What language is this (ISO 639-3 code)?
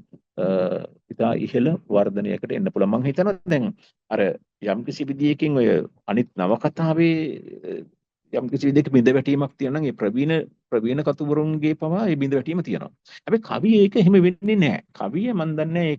sin